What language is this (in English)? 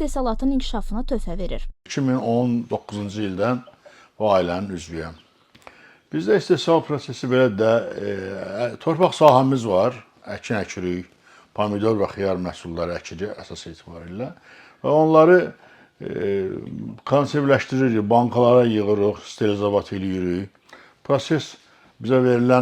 Azerbaijani